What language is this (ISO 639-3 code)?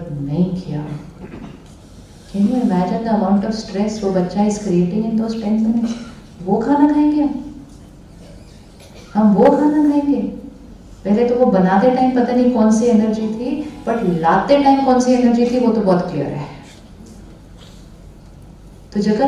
hin